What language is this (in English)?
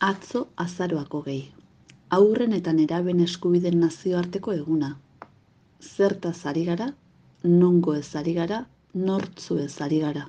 Basque